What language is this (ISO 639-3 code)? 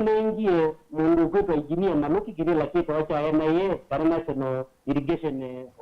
kam